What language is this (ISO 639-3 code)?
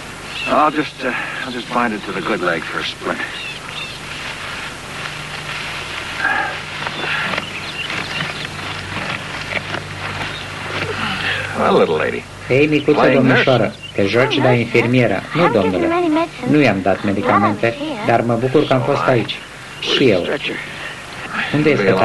ron